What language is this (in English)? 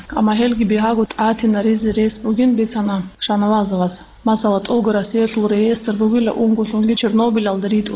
Avaric